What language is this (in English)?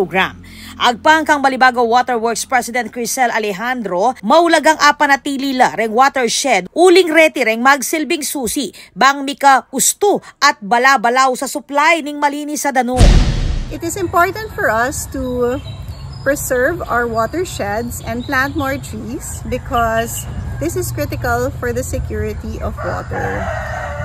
Pampanga